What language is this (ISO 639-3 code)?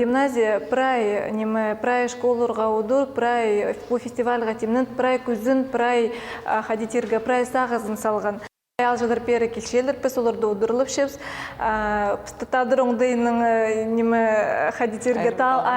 kjh